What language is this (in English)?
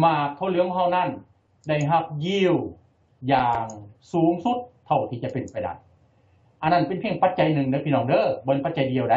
Lao